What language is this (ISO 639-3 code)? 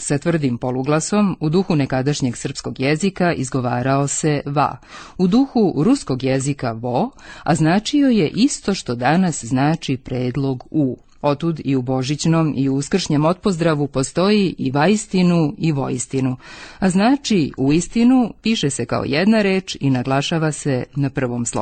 srp